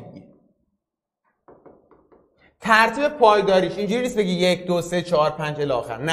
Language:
Persian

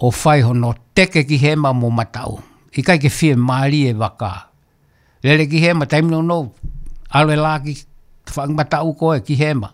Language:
Tongan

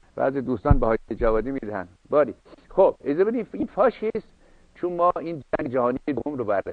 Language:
Persian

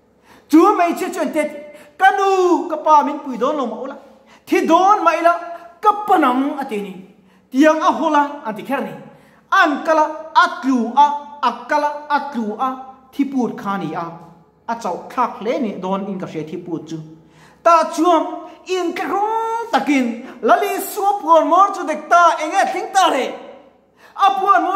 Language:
Mizo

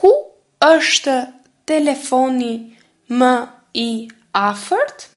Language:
Albanian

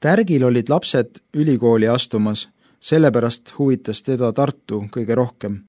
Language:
Estonian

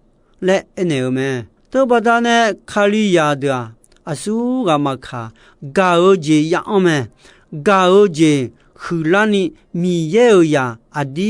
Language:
Akha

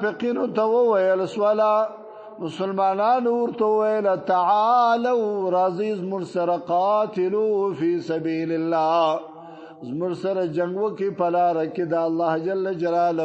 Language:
Pashto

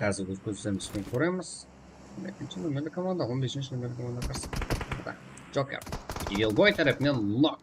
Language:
Kara-Kalpak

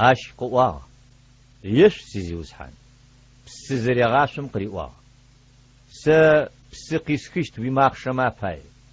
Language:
Adyghe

